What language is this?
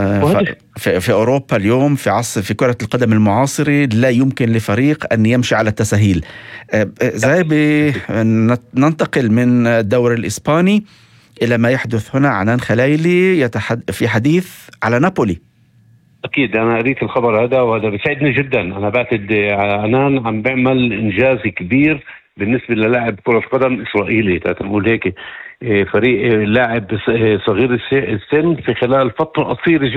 North Levantine Arabic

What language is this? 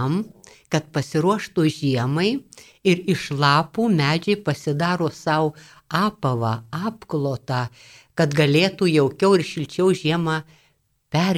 Lithuanian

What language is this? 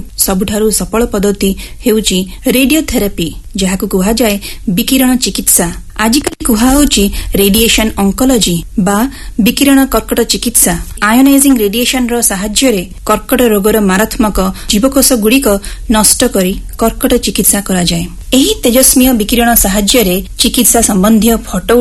Odia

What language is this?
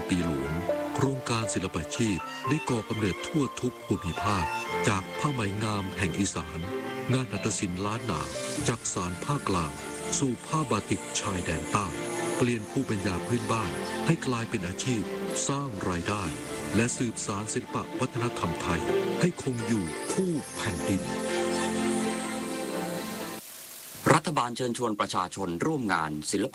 Thai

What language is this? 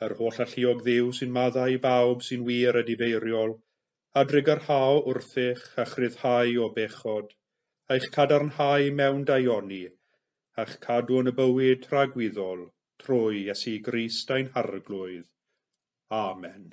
Welsh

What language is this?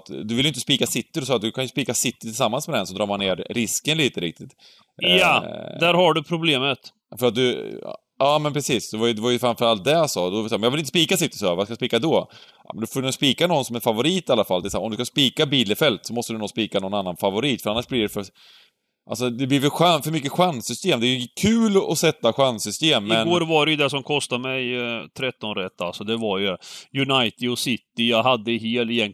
Swedish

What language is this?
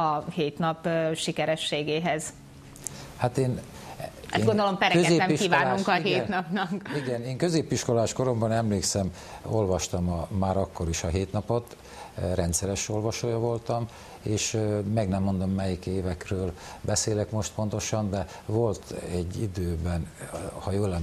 Hungarian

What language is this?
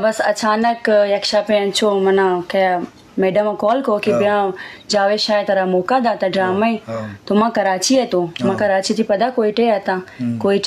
Eastern Balochi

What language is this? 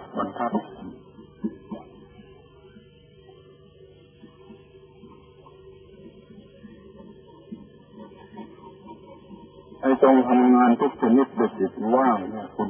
Thai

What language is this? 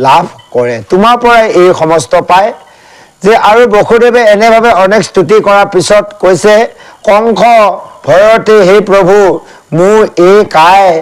Assamese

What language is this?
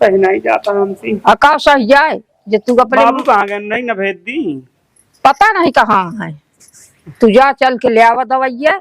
Awadhi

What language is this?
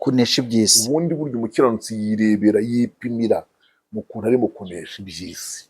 Kinyarwanda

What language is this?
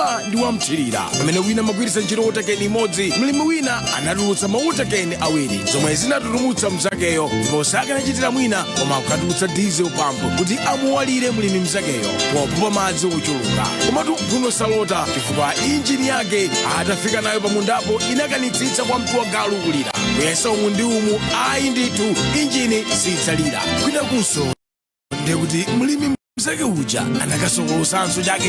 Nyanja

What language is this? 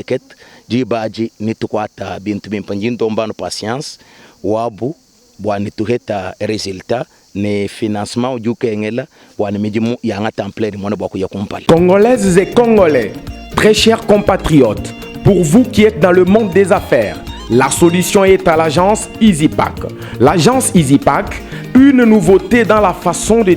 Luba-Lulua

